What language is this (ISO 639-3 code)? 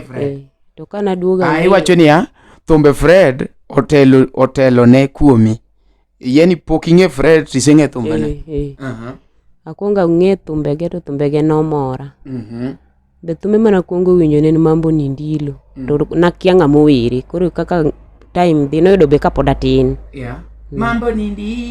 luo